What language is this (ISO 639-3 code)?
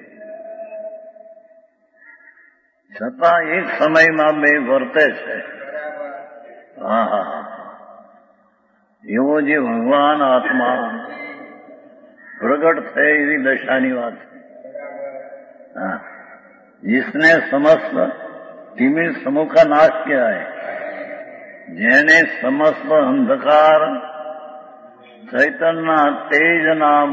guj